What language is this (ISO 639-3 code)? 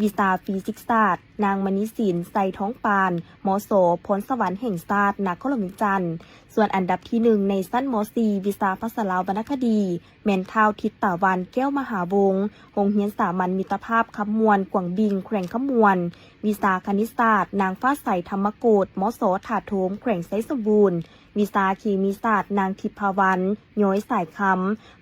lao